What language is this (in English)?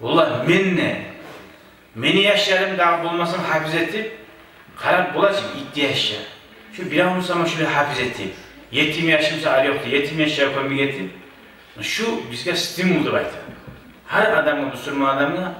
Kumyk